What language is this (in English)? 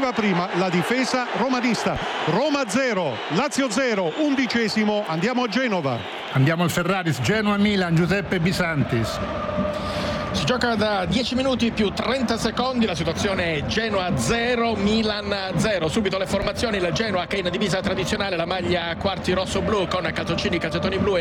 Italian